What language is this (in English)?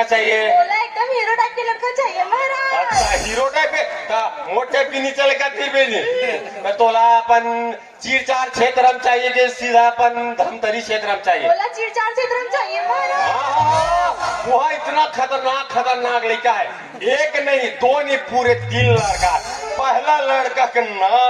Chhattisgarhi